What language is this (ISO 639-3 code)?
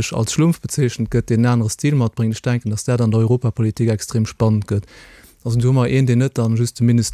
ltz